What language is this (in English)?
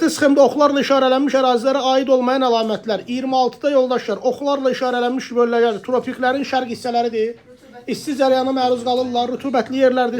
Azerbaijani